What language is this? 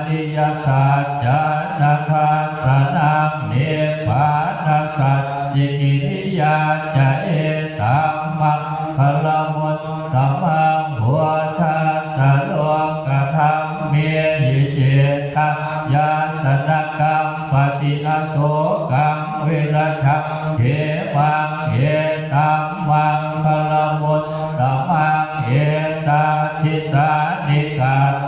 Pali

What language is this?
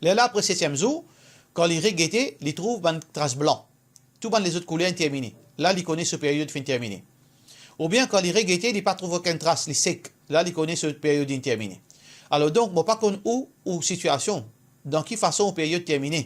Morisyen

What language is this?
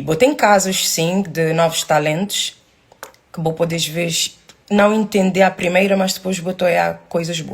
Kabuverdianu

